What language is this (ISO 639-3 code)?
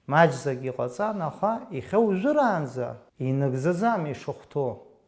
abk